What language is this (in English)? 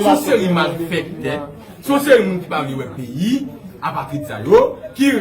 Haitian Creole